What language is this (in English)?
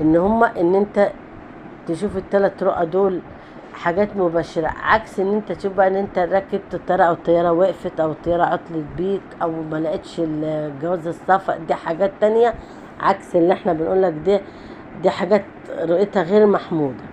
Egyptian Arabic